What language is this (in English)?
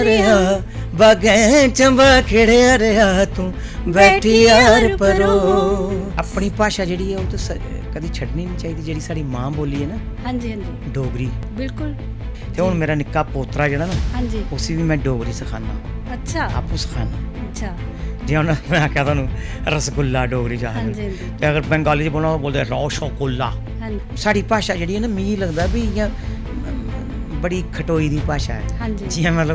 Dogri